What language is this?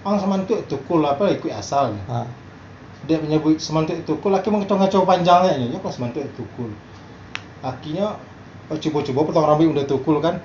Minangkabau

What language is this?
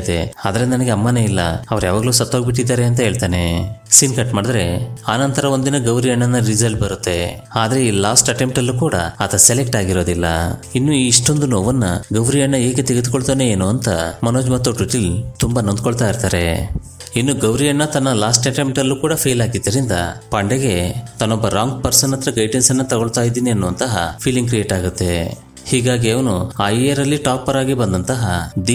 Kannada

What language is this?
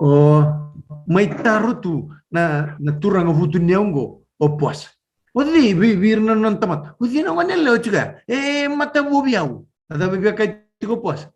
Fijian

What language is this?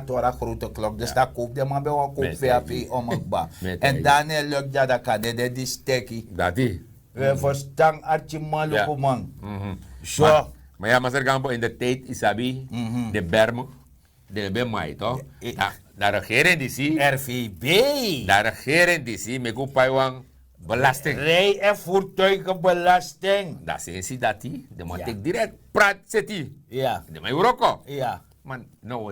Sranan Tongo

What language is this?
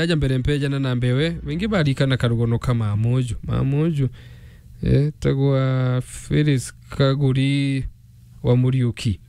Meru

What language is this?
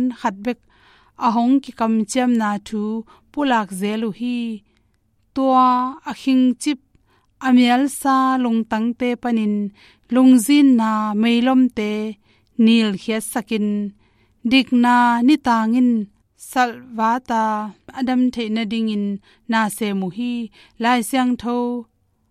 Tedim Chin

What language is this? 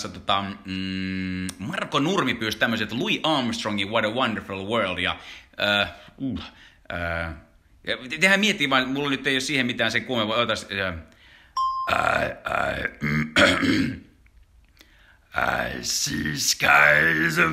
Finnish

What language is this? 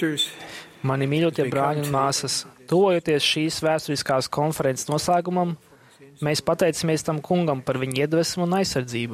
Latvian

